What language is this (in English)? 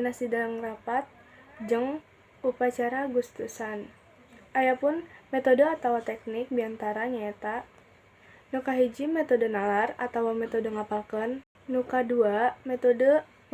Sundanese